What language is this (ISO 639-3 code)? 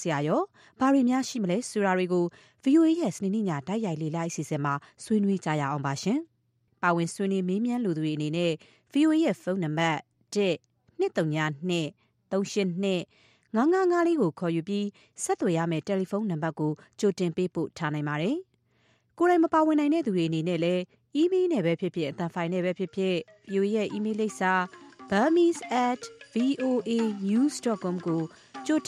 mya